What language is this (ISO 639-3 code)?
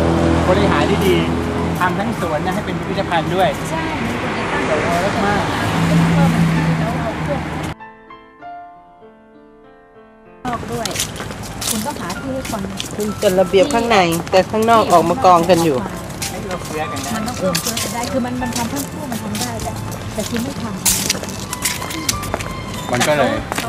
tha